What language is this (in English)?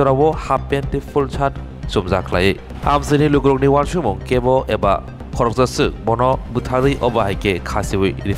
Kok Borok